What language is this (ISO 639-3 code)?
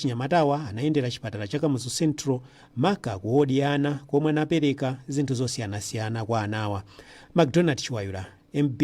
nya